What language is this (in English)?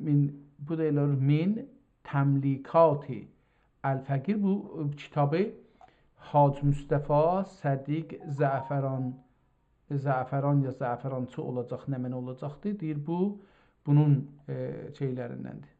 South Azerbaijani